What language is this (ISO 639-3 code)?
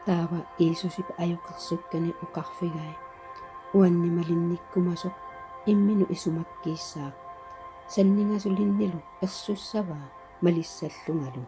kal